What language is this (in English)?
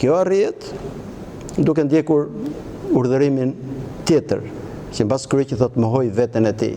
Albanian